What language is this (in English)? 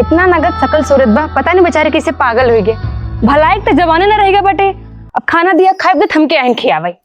Awadhi